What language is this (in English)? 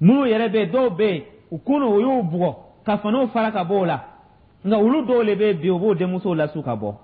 Dyula